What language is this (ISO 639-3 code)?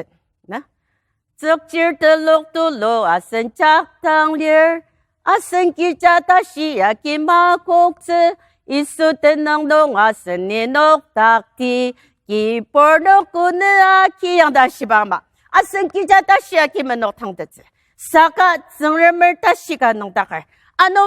njo